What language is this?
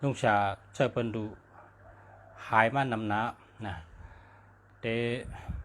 Shan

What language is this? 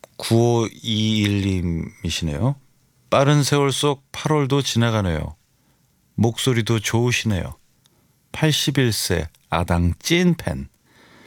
Korean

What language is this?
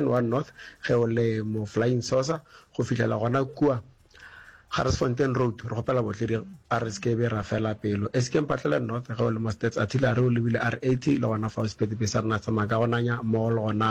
Northern Sotho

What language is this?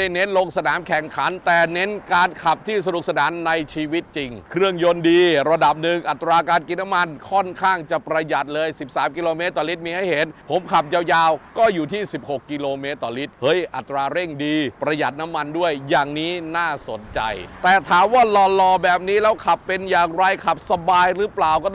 Thai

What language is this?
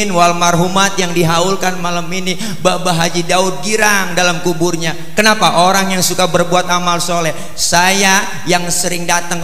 Betawi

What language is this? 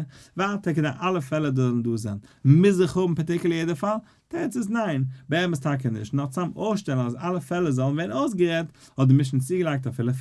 Yiddish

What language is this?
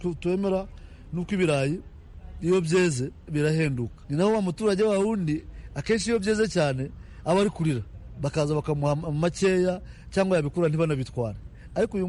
Kinyarwanda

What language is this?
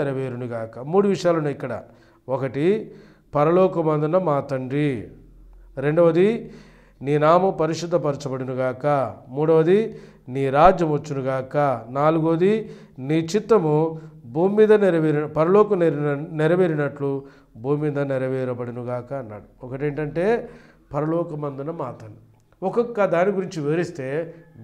Telugu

